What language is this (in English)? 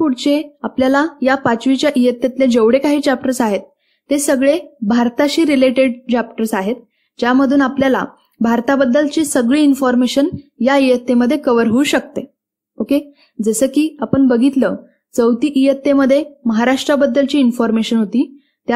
Marathi